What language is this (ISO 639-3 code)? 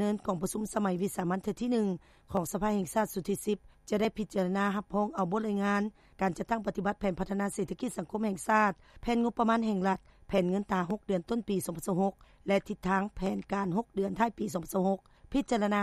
lao